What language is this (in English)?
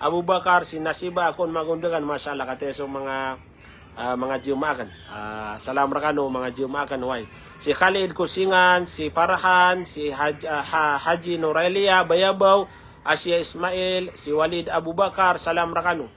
Maranao